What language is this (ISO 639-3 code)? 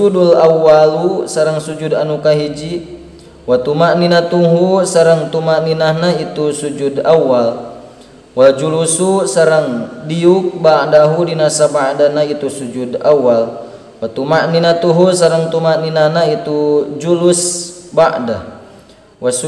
sun